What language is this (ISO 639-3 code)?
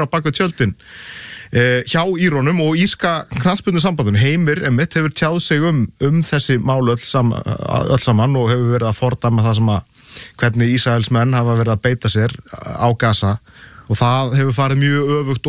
isl